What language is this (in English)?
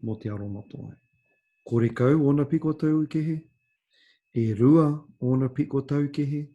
Māori